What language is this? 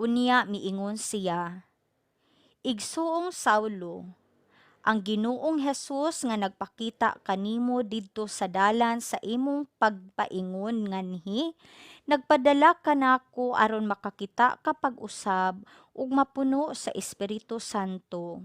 Cebuano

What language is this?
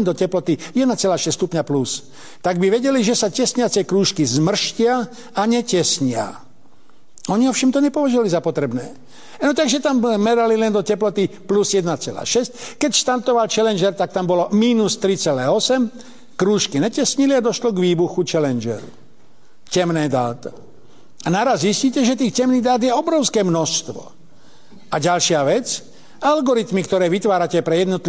Slovak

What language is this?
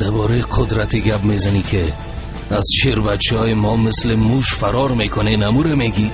Persian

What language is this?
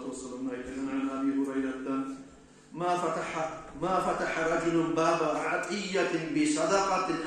Kumyk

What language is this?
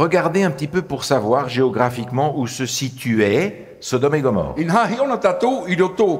Tahitian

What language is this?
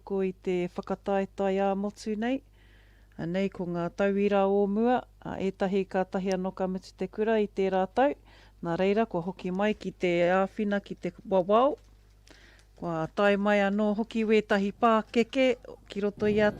Māori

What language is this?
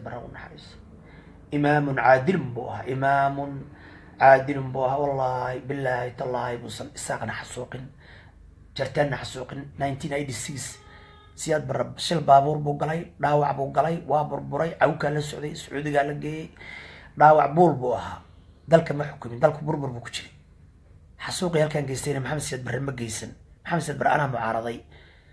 Somali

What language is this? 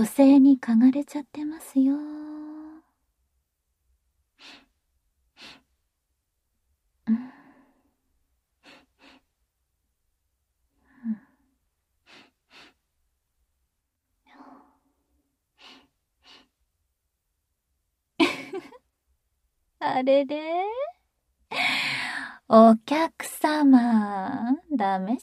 Japanese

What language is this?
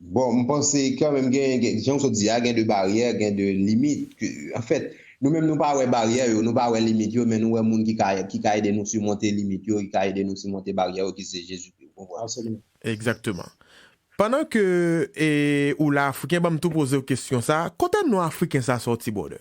Haitian Creole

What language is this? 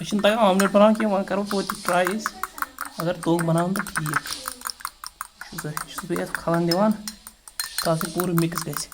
Kashmiri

